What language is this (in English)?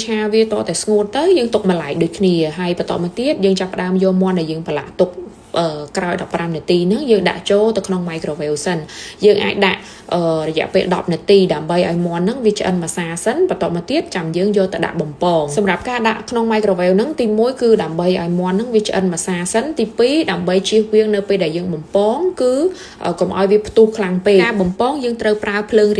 Khmer